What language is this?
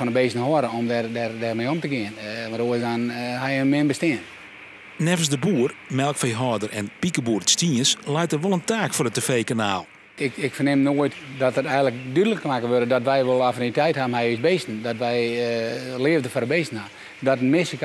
Western Frisian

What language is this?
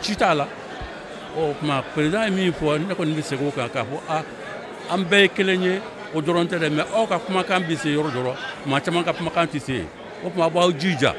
Bambara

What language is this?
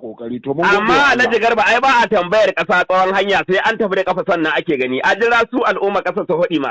Hausa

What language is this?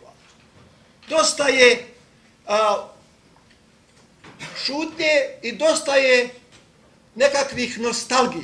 Croatian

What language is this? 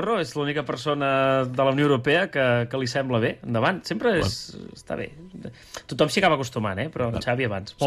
Catalan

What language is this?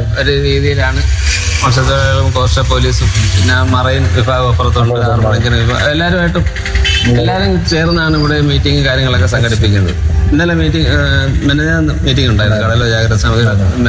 Malayalam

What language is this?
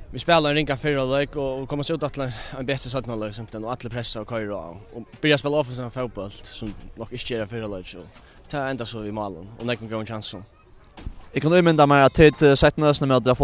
Faroese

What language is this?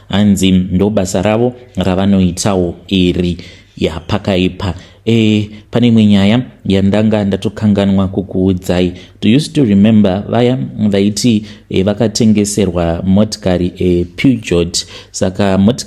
Shona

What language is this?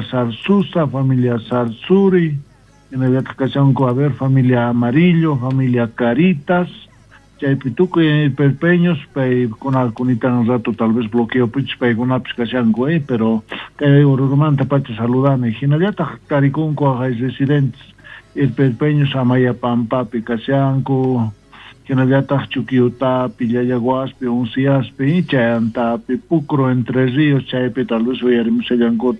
South Bolivian Quechua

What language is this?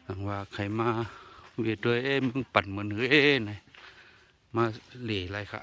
Shan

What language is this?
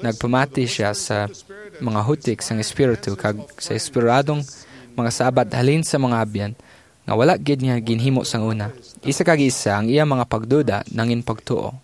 Hiligaynon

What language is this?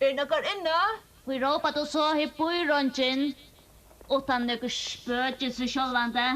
Faroese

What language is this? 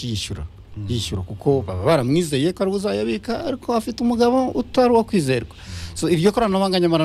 Kinyarwanda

